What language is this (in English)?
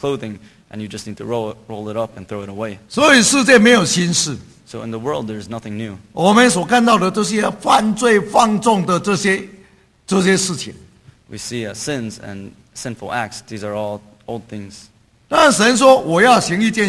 Chinese